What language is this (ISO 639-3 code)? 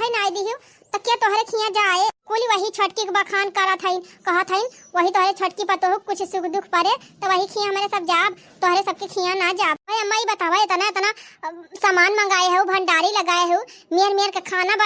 awa